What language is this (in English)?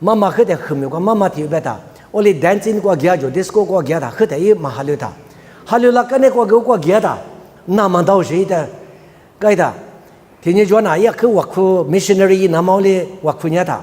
Lisu